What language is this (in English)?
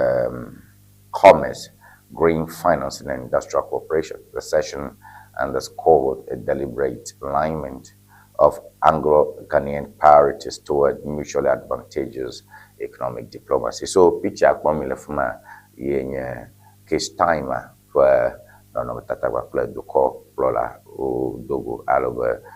Ewe